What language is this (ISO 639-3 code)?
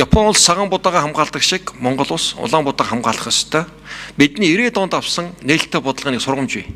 mon